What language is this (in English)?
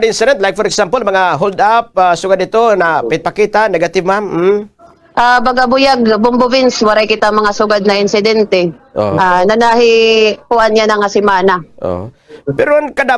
Waray